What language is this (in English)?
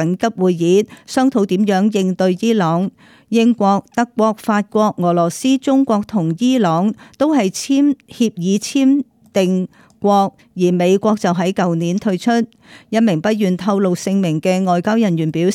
Cantonese